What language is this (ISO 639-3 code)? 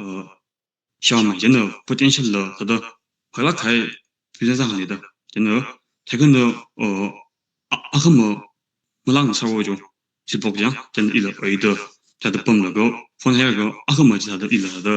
nmf